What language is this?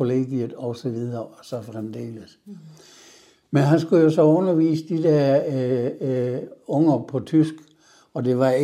Danish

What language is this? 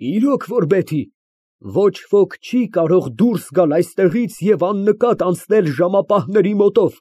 Armenian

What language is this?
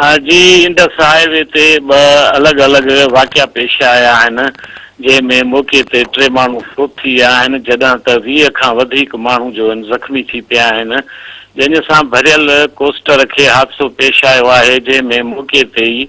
Sindhi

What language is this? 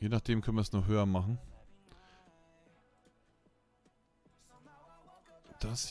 German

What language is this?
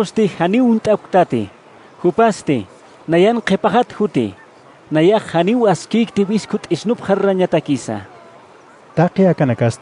Aymara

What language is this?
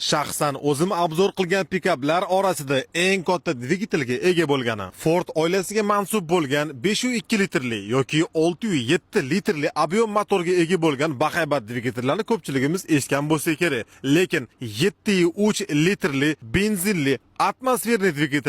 Uzbek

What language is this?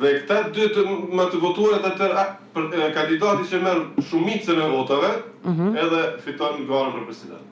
Albanian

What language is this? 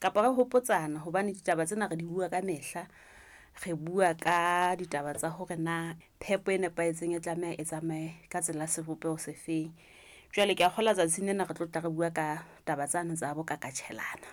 Southern Sotho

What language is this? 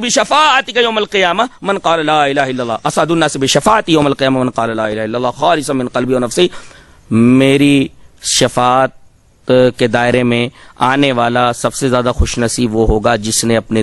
Urdu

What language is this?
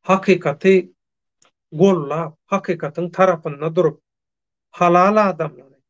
Turkmen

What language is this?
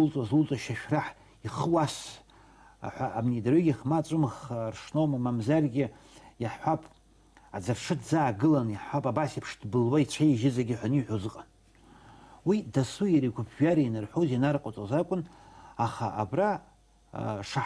Abkhazian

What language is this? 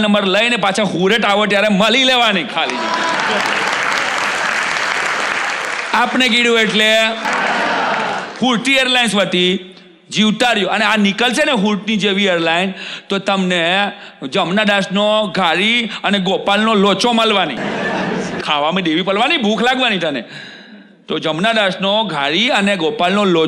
Gujarati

